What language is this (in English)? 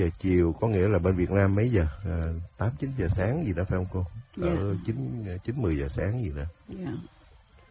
Vietnamese